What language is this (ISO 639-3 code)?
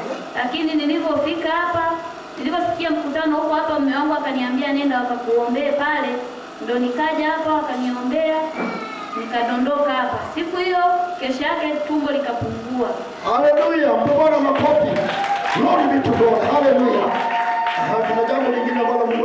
swa